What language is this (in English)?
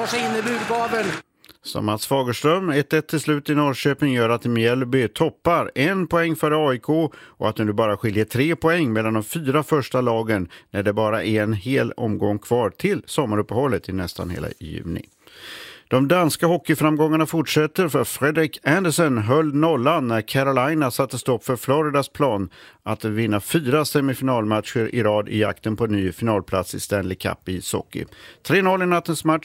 Swedish